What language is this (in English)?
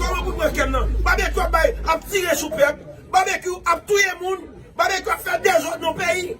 Haitian Creole